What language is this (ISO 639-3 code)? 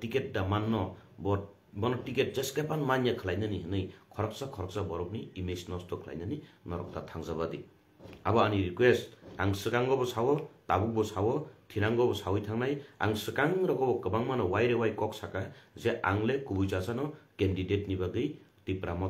trp